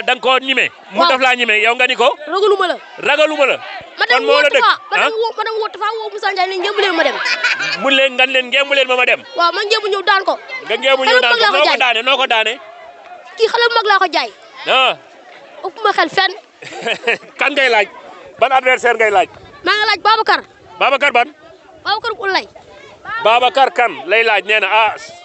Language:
Wolof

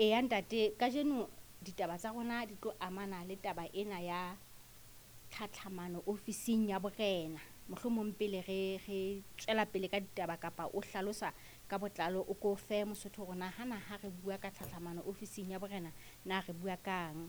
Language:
Southern Sotho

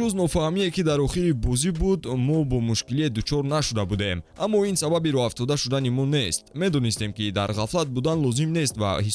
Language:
Tajik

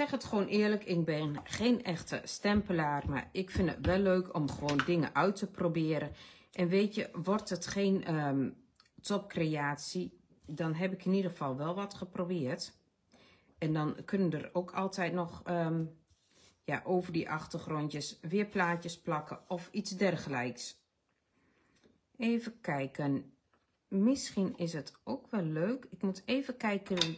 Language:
Dutch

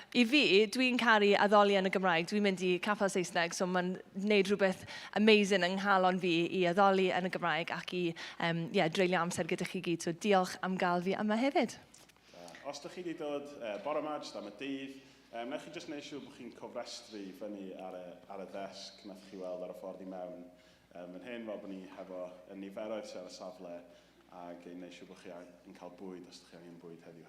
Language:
Welsh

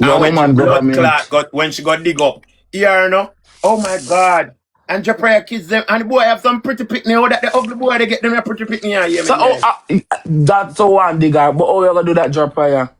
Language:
Jamaican Creole English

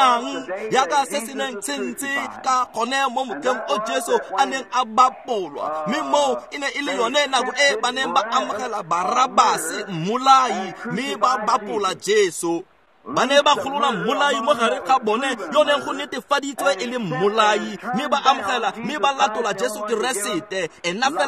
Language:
Tswana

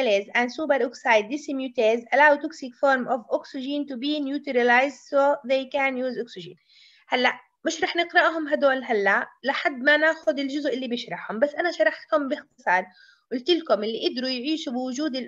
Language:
South Levantine Arabic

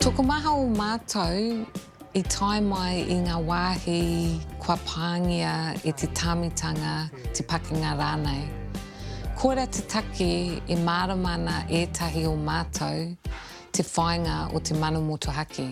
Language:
Māori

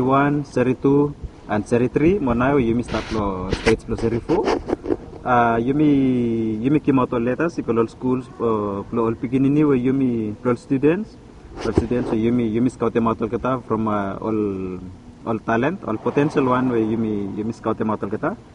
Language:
Bislama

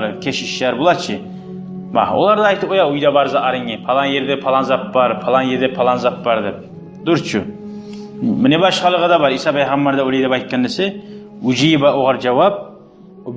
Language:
Kumyk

